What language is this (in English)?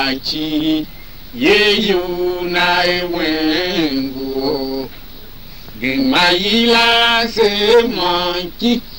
Tiv